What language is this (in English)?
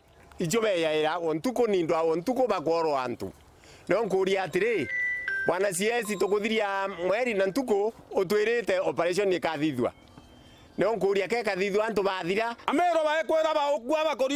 Meru